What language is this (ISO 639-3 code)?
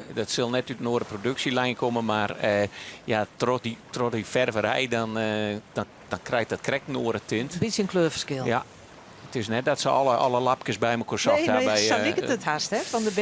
fry